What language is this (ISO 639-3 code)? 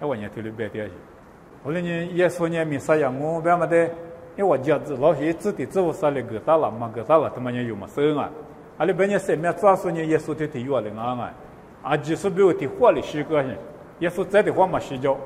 lis